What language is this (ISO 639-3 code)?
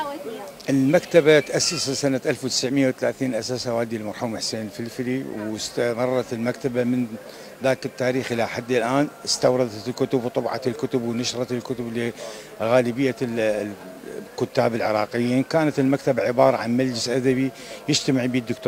acm